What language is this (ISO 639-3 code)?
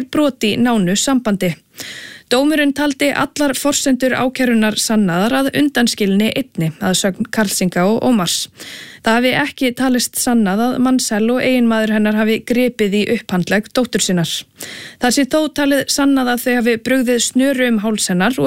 isl